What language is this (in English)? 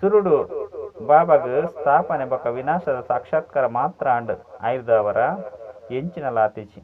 Tulu